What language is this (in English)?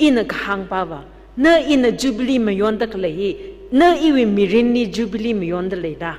Tangkhul Naga (India)